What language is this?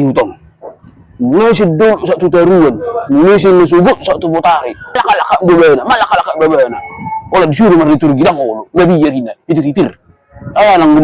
Batak Toba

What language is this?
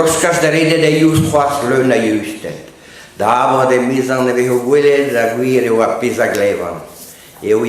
Breton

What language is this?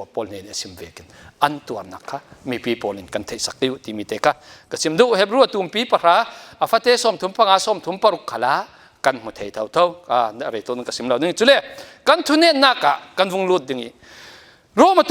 Falam Chin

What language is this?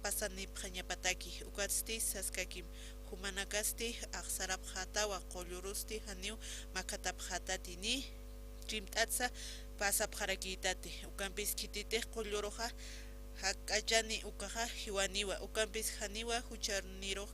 Aymara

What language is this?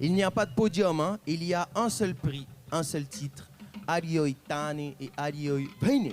Tahitian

